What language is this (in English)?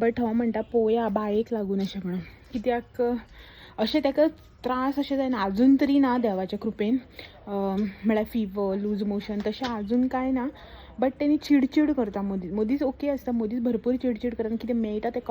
Konkani